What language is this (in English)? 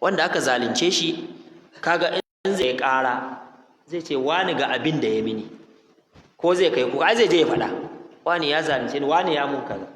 Hausa